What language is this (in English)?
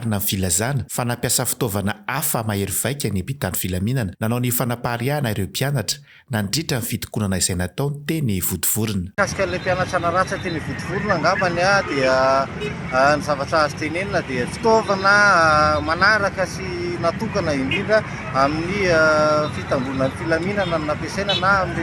Malagasy